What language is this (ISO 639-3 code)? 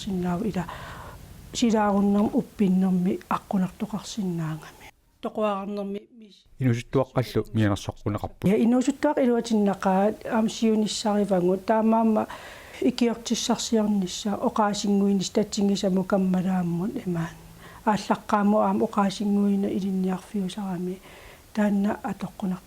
kal